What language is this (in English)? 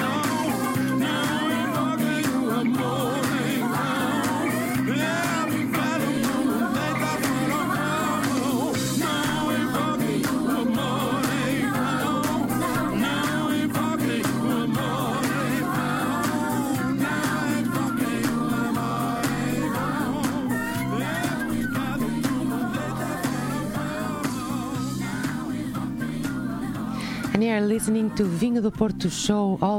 Portuguese